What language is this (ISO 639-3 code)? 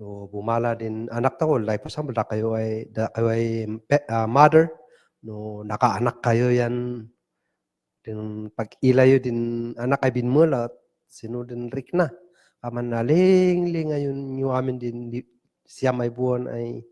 kne